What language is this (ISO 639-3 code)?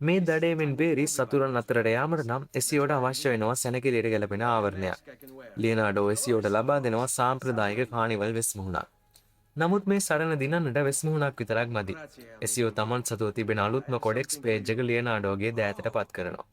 sin